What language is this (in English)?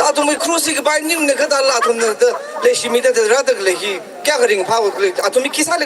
Tangkhul Naga (India)